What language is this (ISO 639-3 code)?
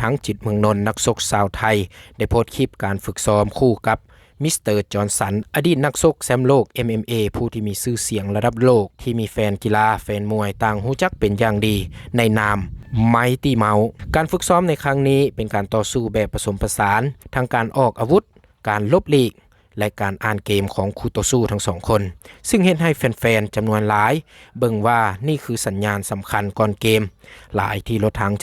lao